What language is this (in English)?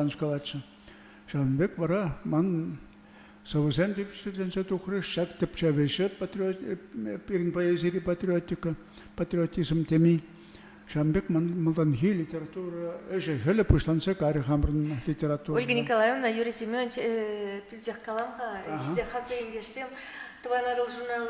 Chuvash